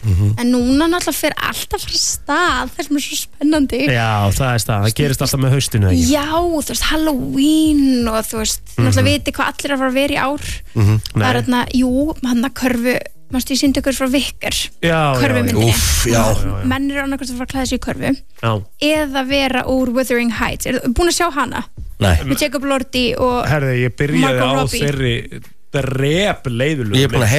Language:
Icelandic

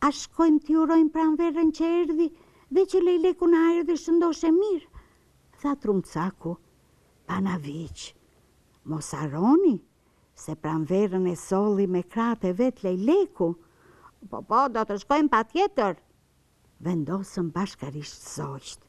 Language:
Albanian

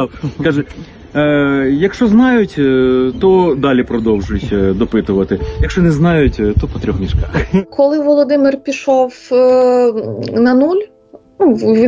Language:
Ukrainian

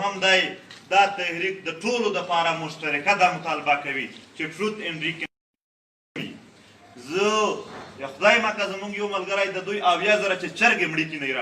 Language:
Pashto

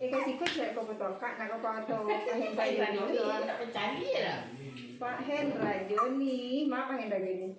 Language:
Minangkabau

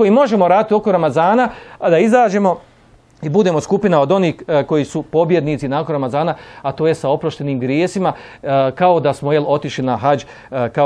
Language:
Bosnian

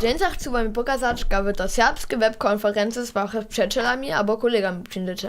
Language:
Upper Sorbian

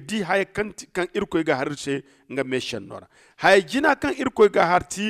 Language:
Zarma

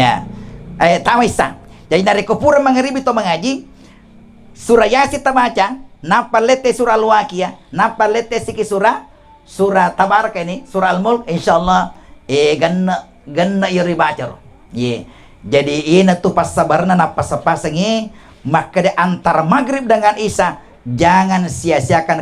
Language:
Buginese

